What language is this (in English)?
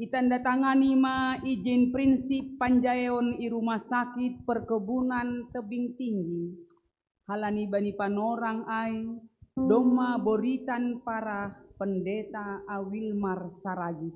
Batak Simalungun